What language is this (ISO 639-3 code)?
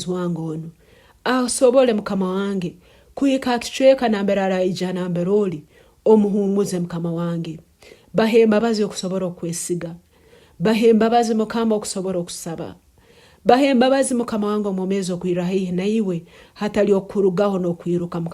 nyn